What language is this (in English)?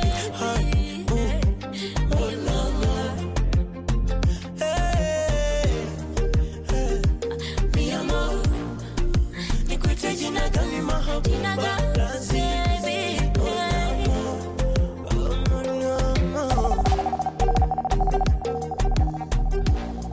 Swahili